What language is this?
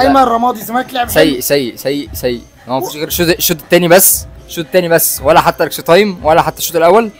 Egyptian Arabic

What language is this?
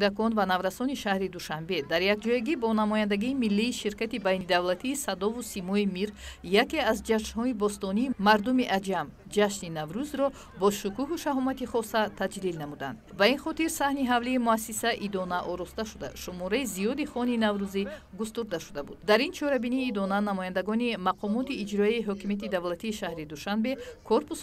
Tajik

